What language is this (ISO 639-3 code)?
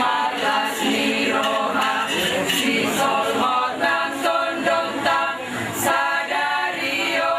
bbc